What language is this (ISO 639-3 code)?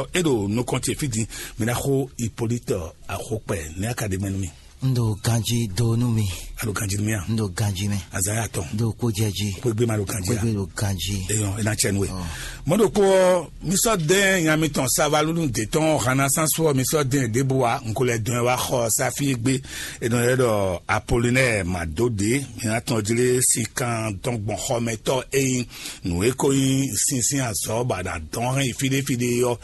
fon